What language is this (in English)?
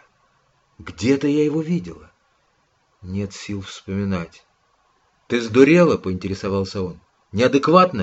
Russian